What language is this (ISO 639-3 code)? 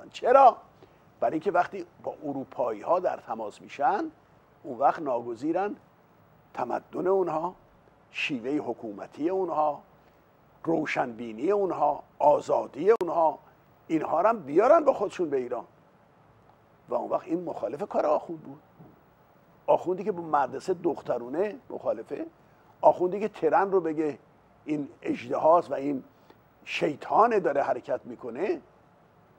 fas